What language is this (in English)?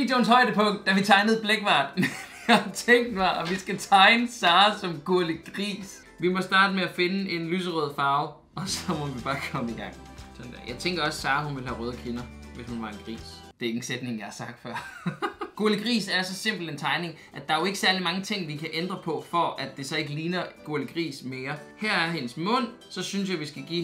Danish